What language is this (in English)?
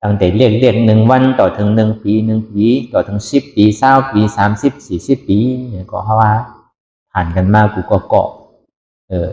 Shan